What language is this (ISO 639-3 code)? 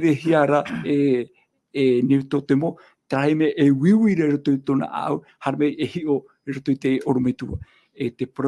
tah